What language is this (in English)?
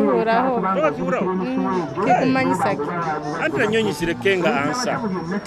Nyoro